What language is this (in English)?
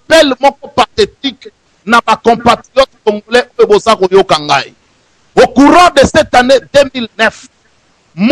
Lingala